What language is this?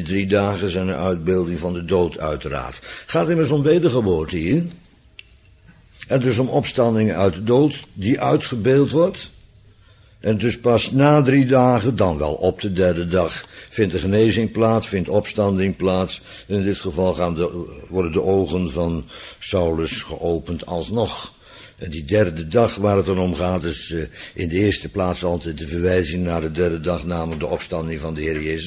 Dutch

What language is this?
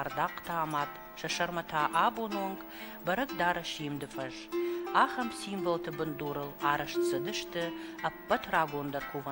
Ossetic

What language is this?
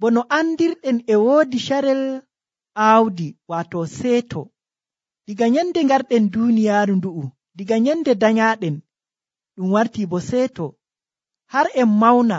Nigerian Fulfulde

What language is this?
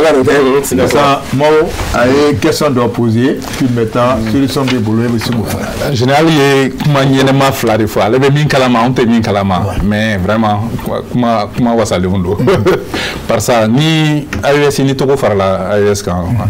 Bambara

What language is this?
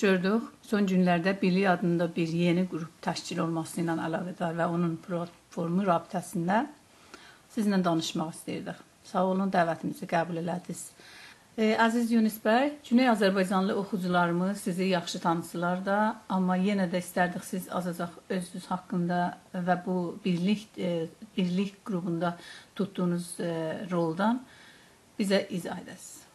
South Azerbaijani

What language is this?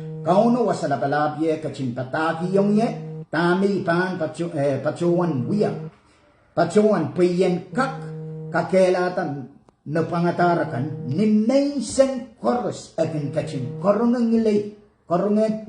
Pohnpeian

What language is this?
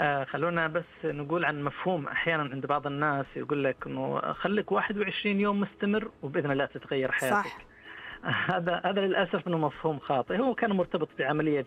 Najdi Arabic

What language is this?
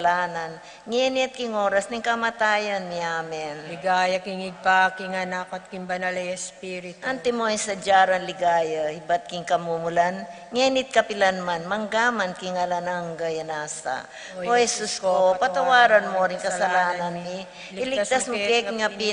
Pampanga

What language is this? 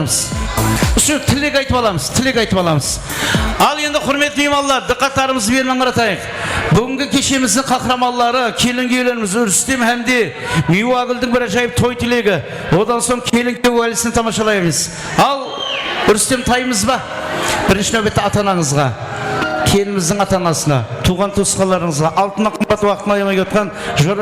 Kara-Kalpak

